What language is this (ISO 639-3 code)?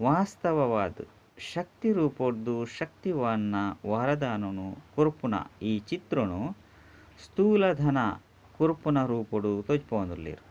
tcy